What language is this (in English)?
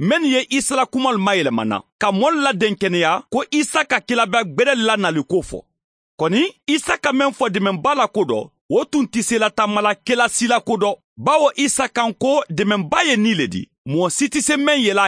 Mandingo